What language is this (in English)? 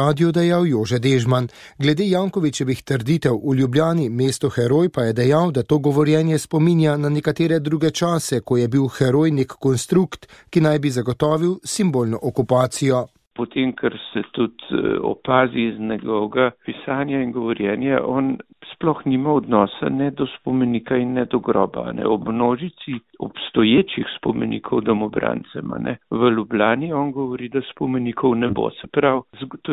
Slovenian